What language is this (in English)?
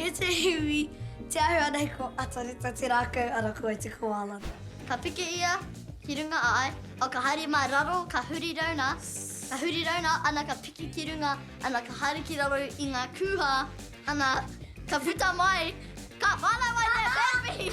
Māori